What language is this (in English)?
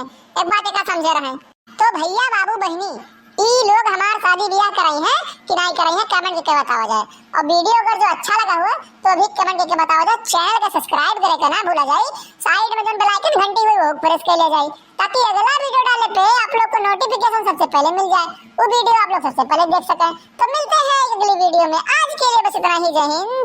Awadhi